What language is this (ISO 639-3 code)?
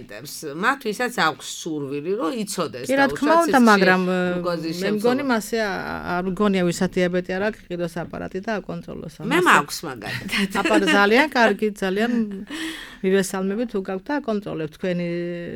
kat